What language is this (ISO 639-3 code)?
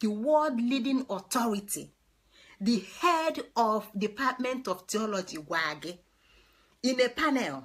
ibo